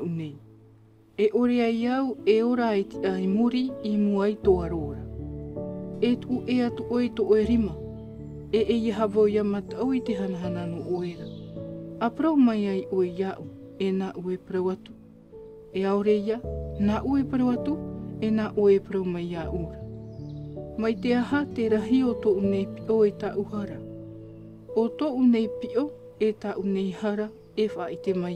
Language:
Tahitian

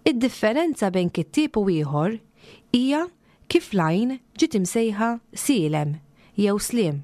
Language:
Maltese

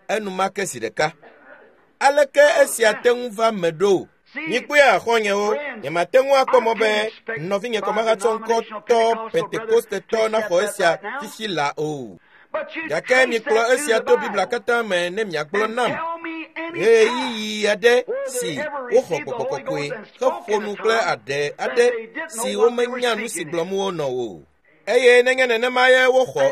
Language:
Ewe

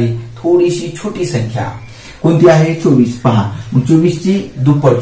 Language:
Marathi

